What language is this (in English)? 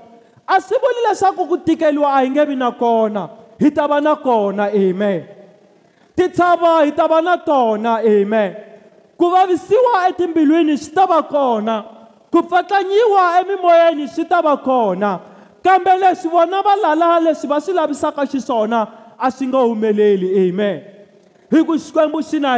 Tsonga